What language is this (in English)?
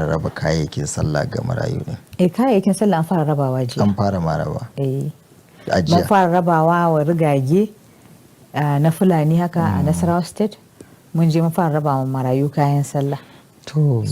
Hausa